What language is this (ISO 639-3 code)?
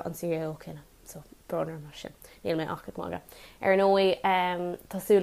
gle